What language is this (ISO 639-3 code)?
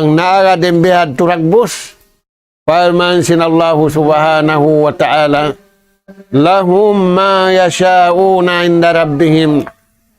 tsg